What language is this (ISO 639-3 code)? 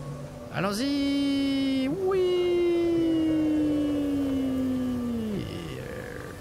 fra